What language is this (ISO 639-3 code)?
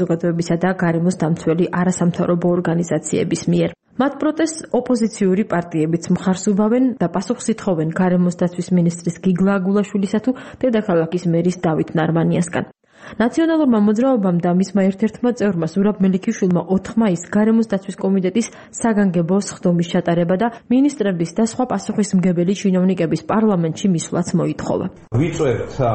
kat